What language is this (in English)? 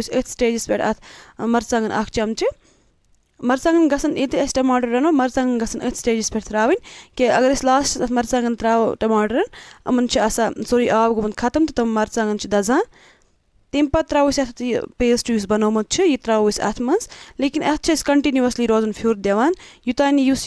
Kashmiri